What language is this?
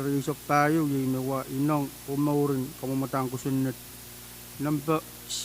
Pohnpeian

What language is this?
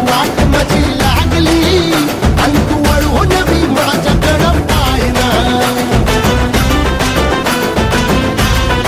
Marathi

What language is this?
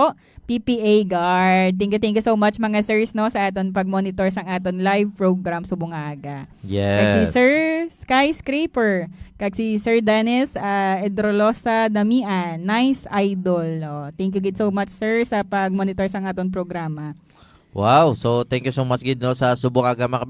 Hiligaynon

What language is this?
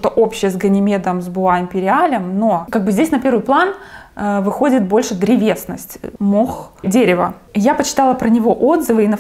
Russian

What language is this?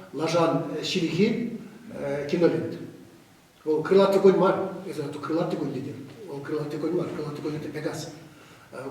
Chuvash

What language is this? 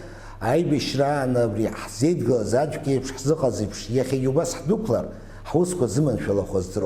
Abkhazian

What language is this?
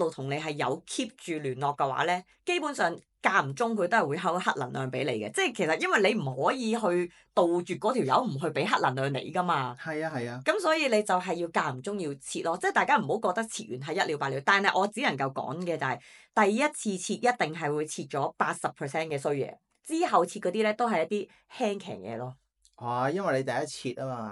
Cantonese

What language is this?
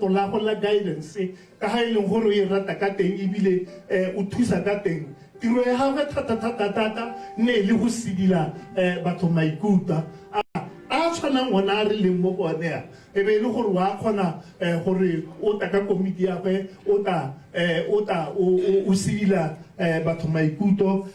Tswana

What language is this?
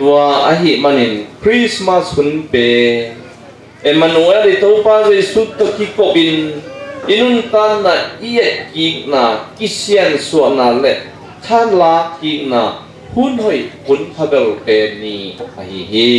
Tedim Chin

